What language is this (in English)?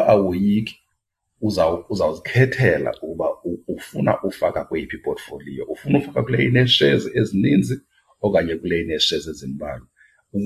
Xhosa